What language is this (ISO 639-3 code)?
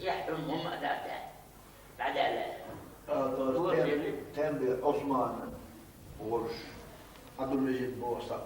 che